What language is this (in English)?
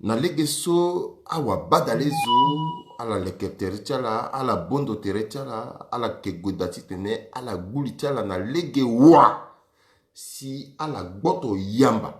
Sango